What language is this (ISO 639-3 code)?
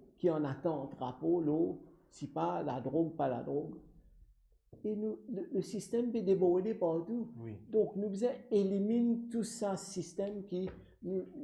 mfe